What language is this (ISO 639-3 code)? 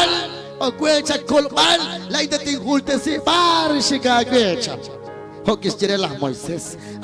kek